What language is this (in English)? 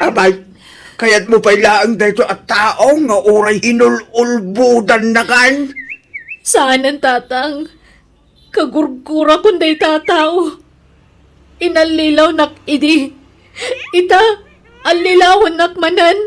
Iloko